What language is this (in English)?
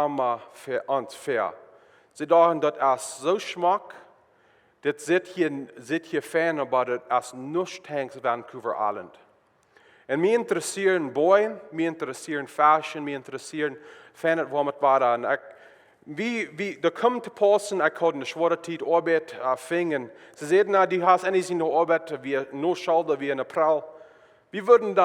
Plautdietsch